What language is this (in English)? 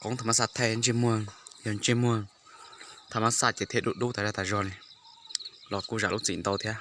Hmong